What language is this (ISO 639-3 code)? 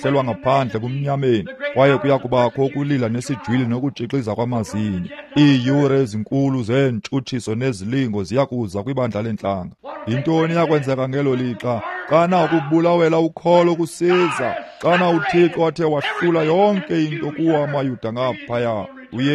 xho